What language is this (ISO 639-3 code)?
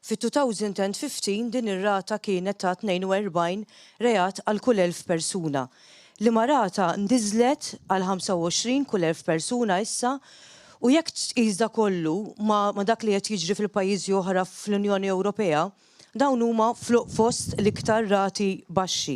mlt